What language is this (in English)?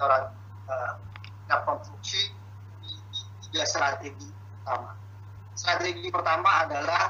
Indonesian